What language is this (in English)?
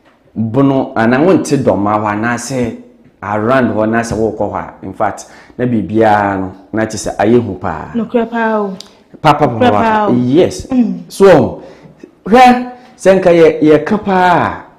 Akan